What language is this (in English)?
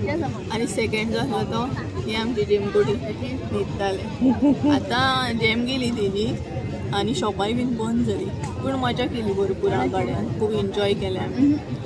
Konkani